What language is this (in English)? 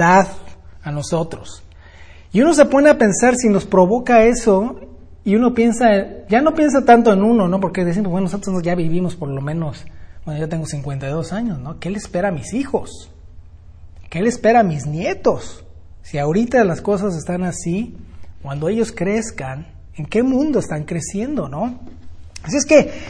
Spanish